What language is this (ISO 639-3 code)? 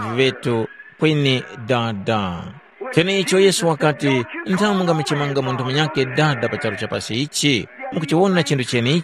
tum